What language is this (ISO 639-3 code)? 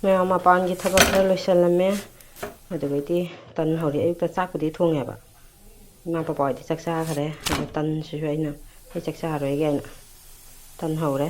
mni